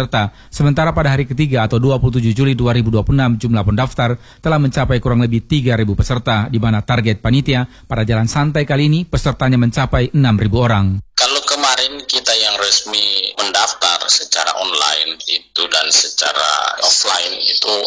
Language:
Indonesian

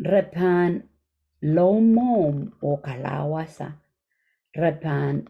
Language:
Pohnpeian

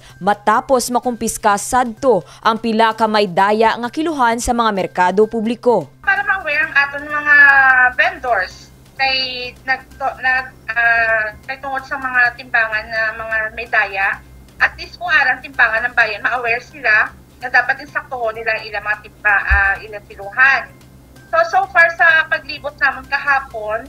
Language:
Hiligaynon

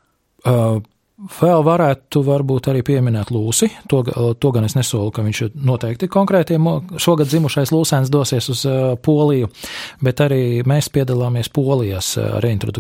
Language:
Latvian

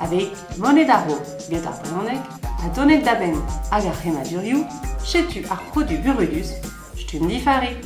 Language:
Breton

